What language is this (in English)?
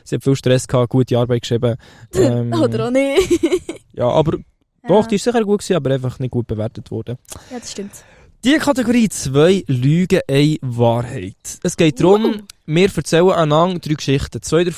Swiss German